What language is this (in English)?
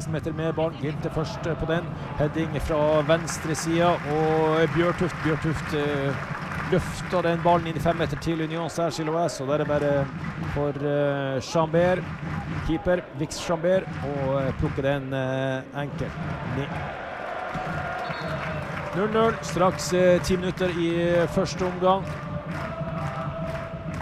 Norwegian